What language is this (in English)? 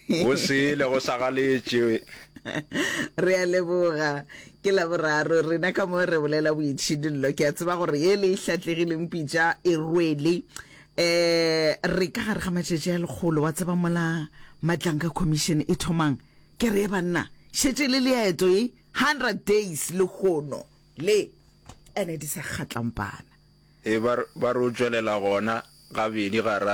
Northern Sotho